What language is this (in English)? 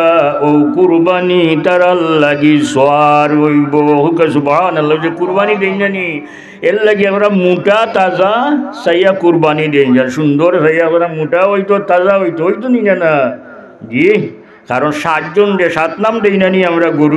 Sylheti